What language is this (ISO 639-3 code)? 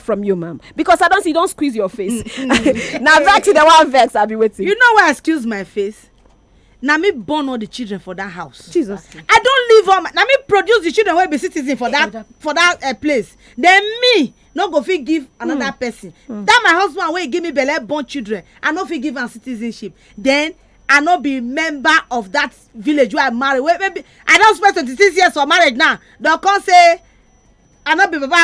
pcm